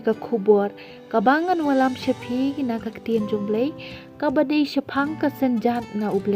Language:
Khasi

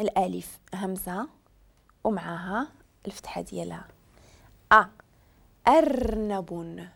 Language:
Moroccan Arabic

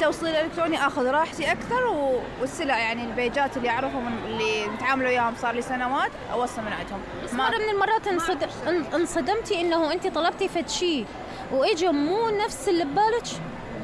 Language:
Mesopotamian Arabic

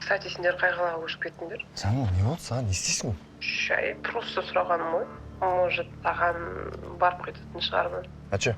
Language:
Kazakh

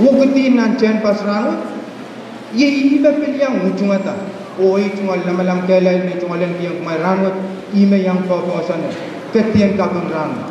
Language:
Pohnpeian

